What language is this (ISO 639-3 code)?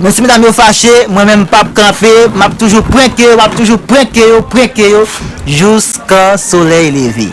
hat